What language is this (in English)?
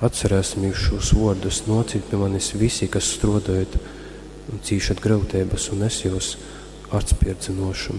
Latgalian